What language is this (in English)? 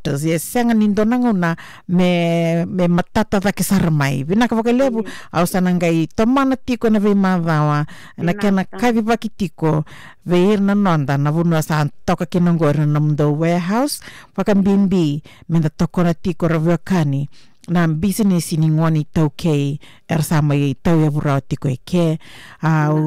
Fijian